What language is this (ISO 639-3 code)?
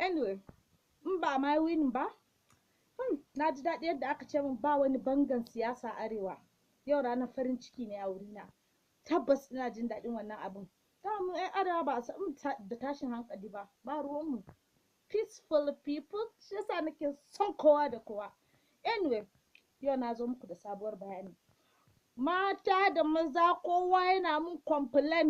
hau